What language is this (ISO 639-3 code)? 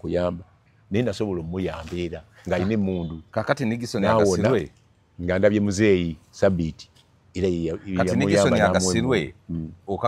lug